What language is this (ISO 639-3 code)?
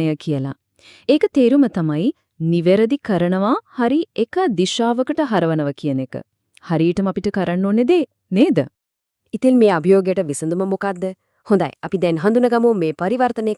sin